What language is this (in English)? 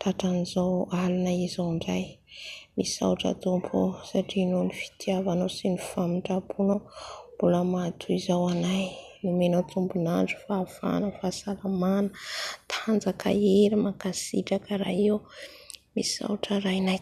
Malagasy